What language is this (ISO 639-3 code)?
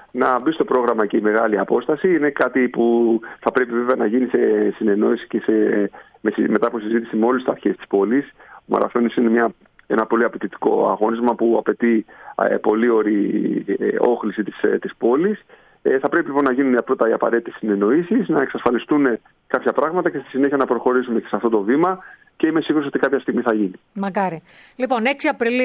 ell